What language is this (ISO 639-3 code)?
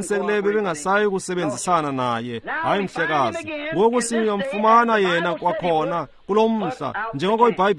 xho